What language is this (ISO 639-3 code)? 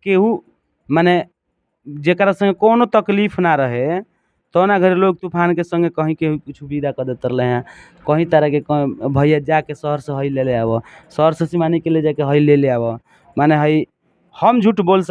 bho